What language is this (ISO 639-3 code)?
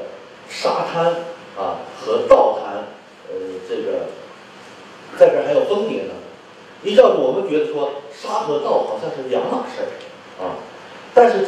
zho